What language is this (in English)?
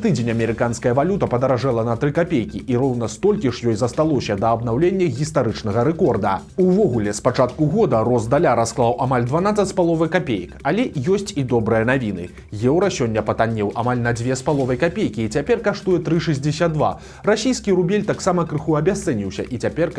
Belarusian